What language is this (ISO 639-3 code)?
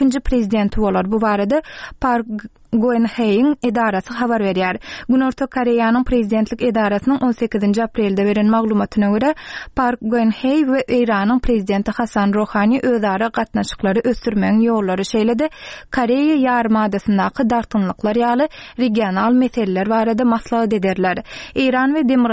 tuk